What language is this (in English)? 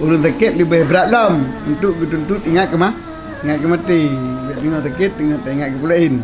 Achinese